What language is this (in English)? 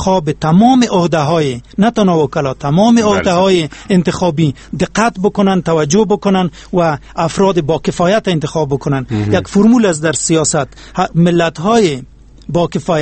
Persian